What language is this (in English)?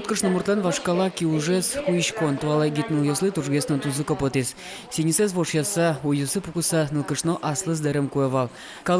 Udmurt